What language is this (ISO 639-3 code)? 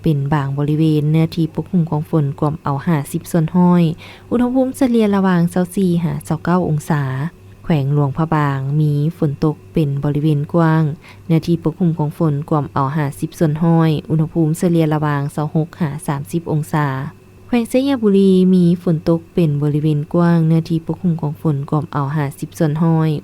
lao